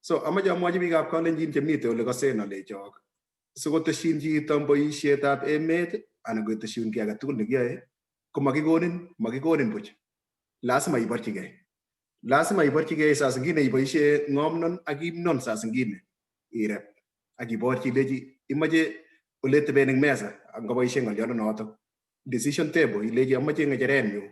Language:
Kalenjin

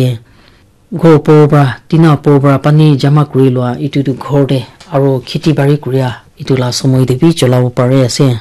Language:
Naga Pidgin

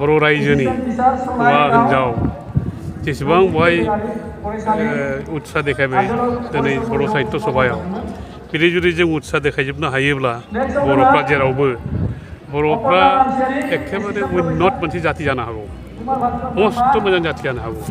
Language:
Bodo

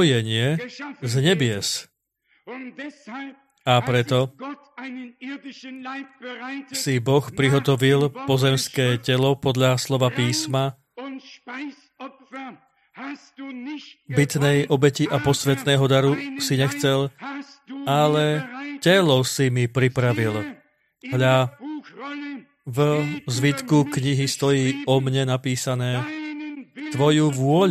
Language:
Slovak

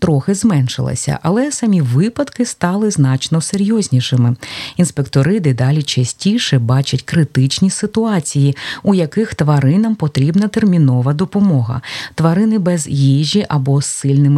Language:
Ukrainian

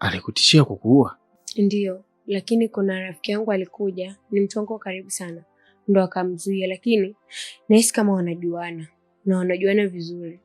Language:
Swahili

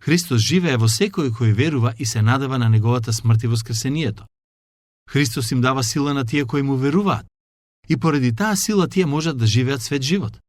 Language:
Macedonian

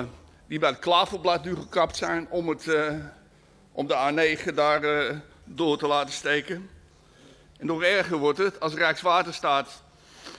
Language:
Dutch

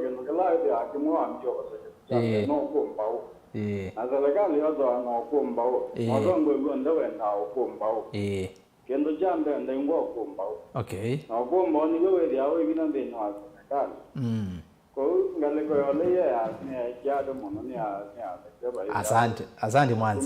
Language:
Kamba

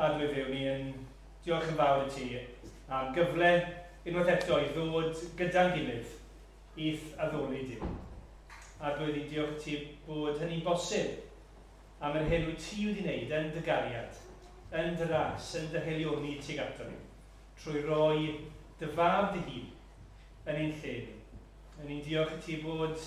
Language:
Welsh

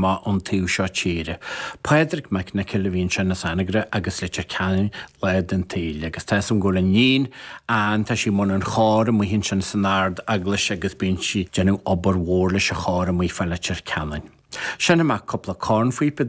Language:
Irish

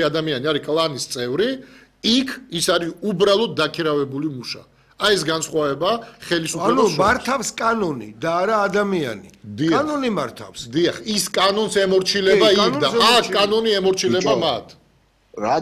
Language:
Georgian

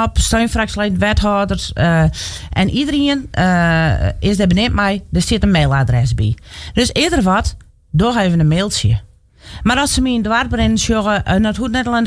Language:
Western Frisian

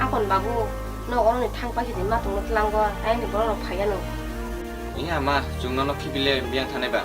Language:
Kok Borok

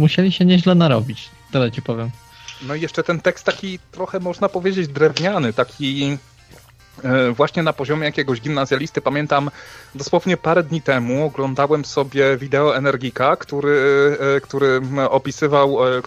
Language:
Polish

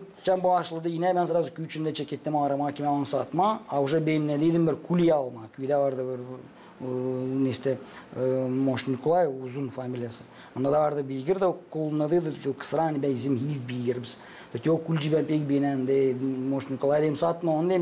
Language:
Gagauz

